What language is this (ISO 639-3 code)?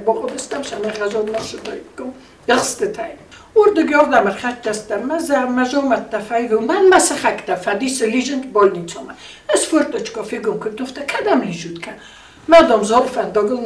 oss